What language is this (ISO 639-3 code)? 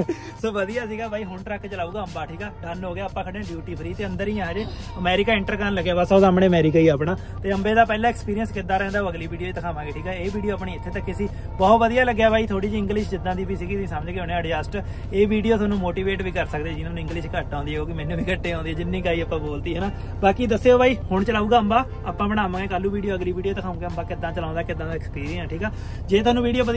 pan